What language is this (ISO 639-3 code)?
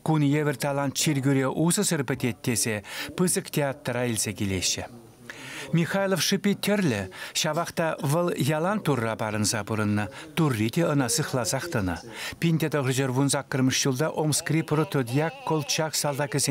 chv